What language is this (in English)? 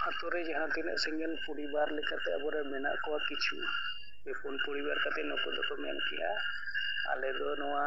Santali